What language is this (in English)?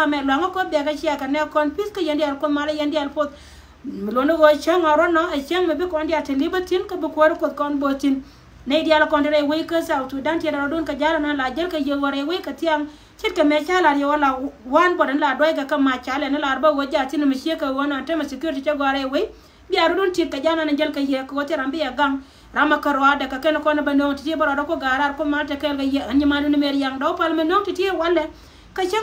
Nuer